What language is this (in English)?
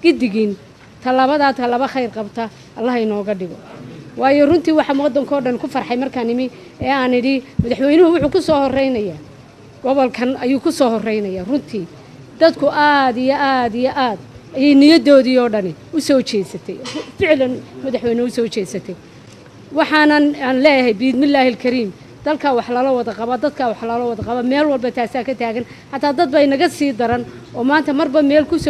Somali